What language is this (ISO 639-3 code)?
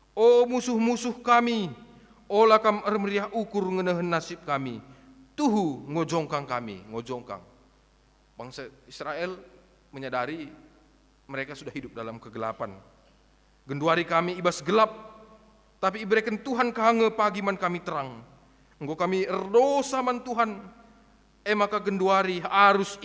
btx